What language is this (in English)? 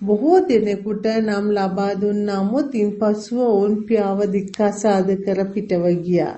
Sinhala